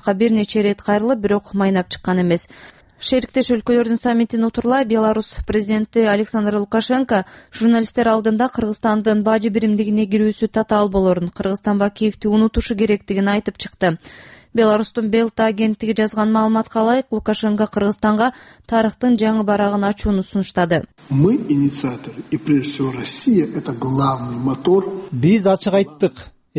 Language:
Kyrgyz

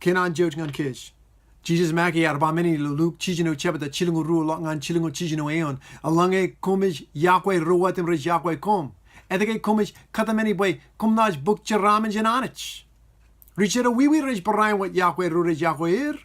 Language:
Marshallese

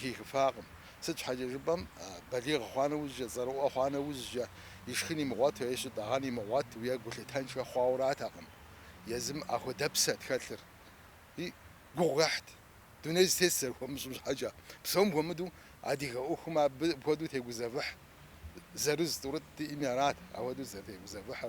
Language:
Kabardian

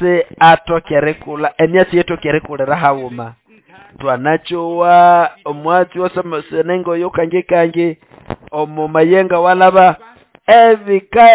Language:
Nande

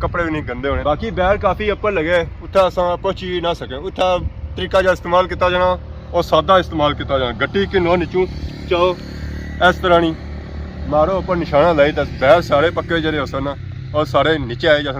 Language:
Pahari-Potwari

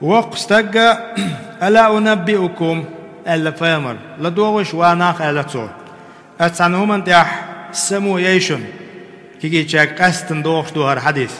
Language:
Chechen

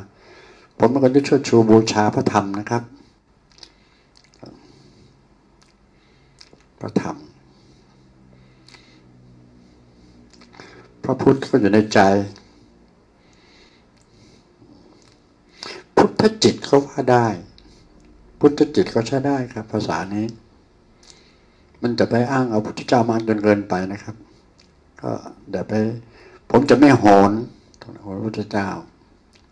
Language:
Thai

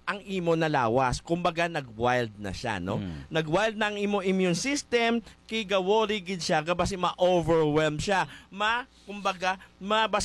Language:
Hiligaynon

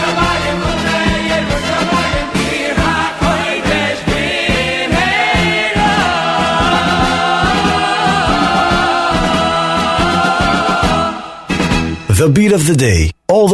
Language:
Hebrew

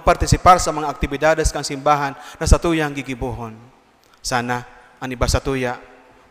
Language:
Bikol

